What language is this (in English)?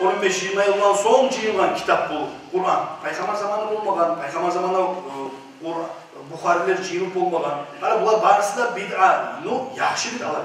Kumyk